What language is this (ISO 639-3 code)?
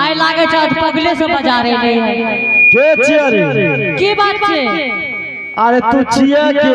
anp